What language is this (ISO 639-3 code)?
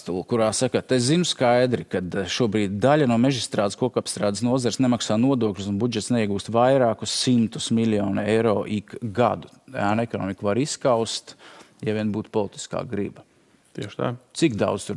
lav